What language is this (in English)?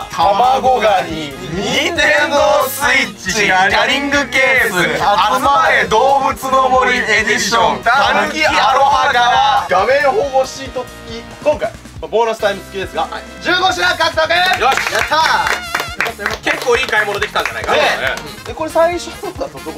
Japanese